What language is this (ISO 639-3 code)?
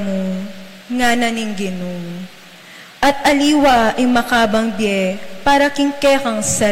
pam